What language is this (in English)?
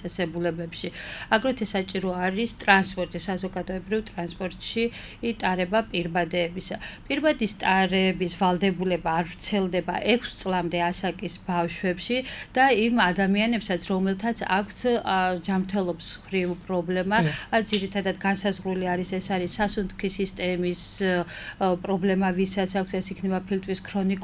Georgian